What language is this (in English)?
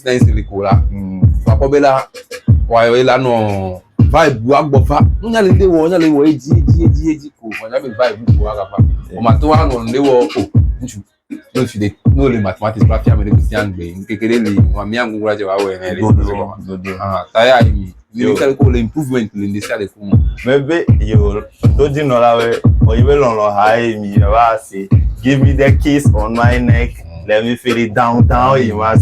Ewe